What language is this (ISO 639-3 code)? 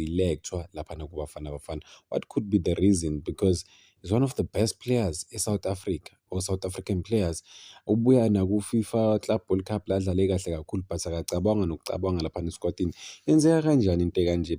zul